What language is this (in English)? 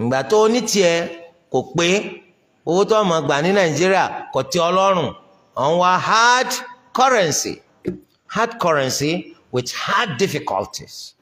Yoruba